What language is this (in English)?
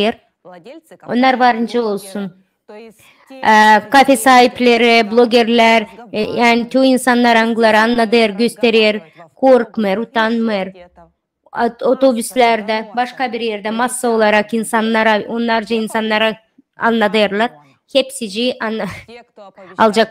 Gagauz